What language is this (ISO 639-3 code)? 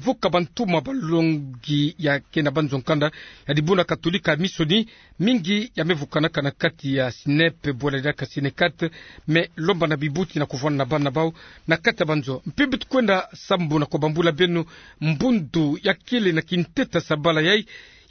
ktu